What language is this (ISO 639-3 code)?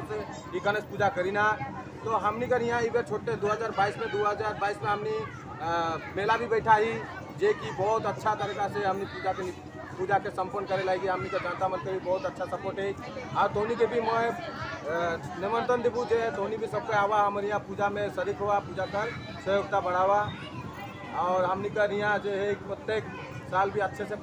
sck